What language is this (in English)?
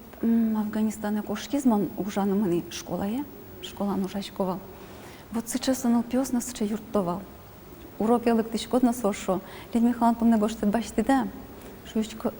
Udmurt